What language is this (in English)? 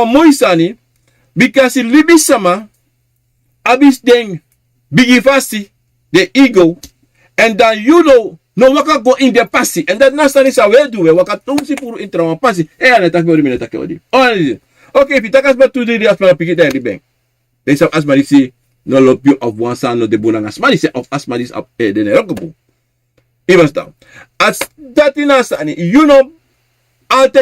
Sranan Tongo